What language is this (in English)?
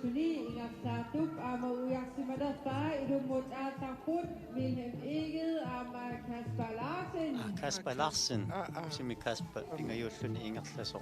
Kalaallisut